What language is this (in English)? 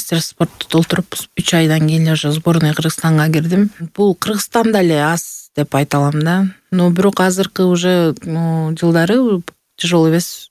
Kyrgyz